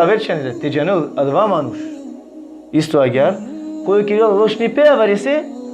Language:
Balkan Romani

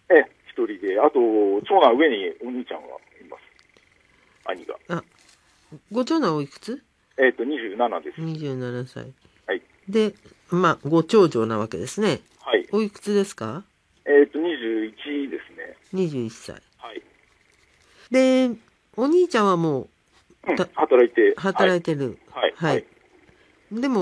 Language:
Japanese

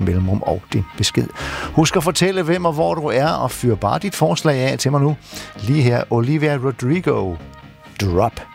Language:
Danish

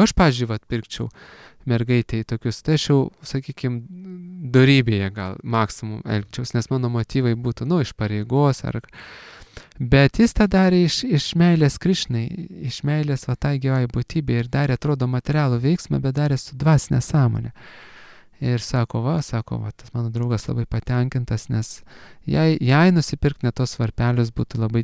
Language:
Lithuanian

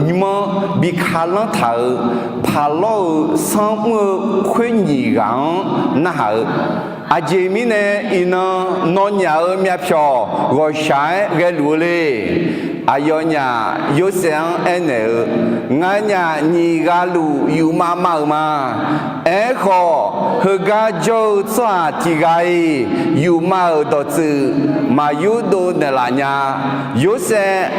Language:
Akha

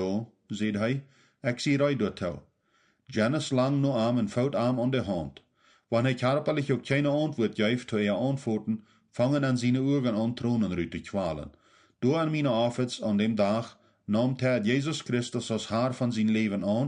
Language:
Plautdietsch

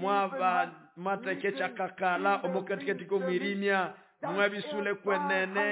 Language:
Nande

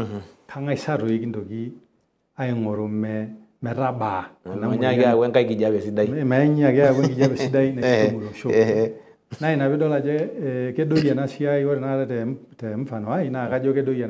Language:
Masai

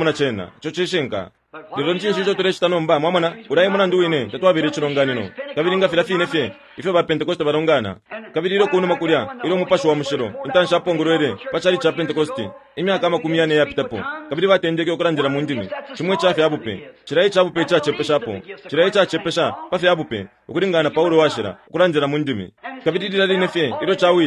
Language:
Bemba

